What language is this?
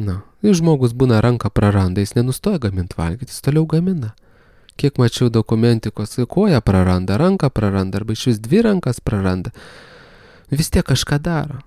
Lithuanian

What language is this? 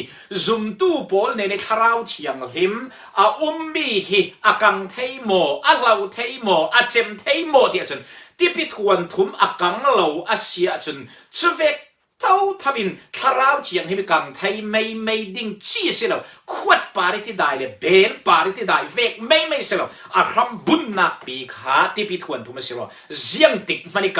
Falam Chin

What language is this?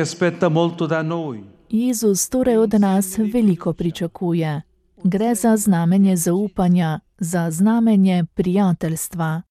Slovenian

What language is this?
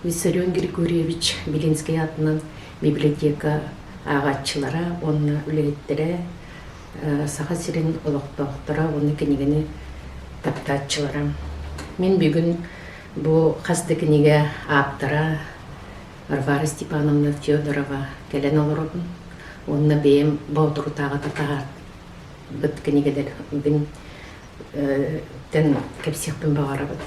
Yakut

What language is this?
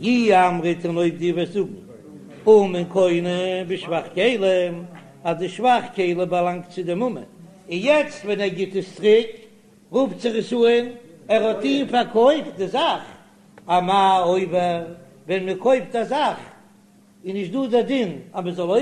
Yiddish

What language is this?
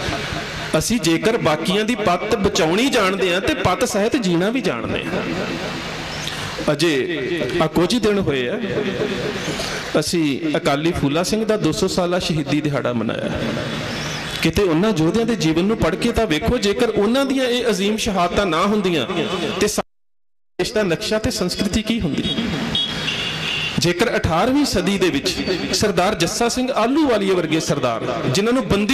Punjabi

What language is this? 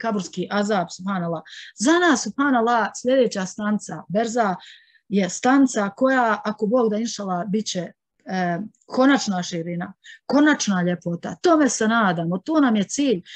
Bosnian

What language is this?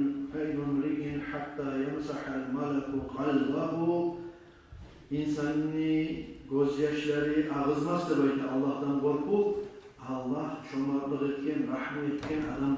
Kumyk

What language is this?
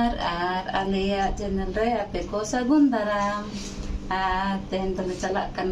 Santali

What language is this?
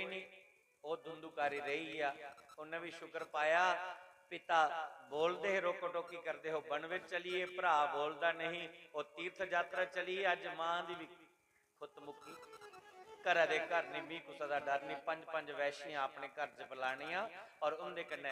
Dogri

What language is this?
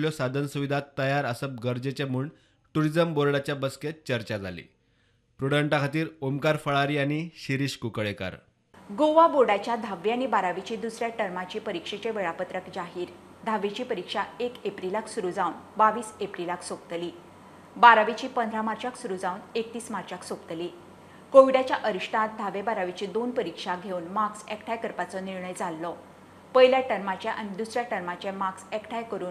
Konkani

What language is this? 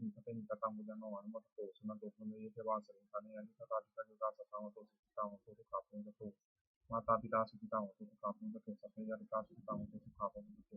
Pali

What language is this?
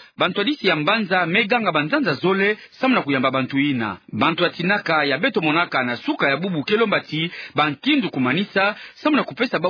Kituba (Democratic Republic of Congo)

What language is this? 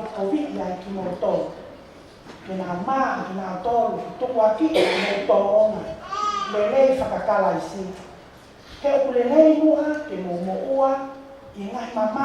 Tongan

